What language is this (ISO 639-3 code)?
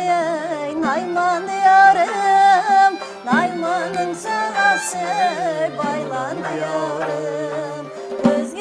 kaa